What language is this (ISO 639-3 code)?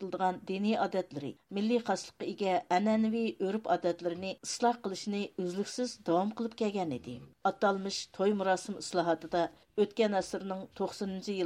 uig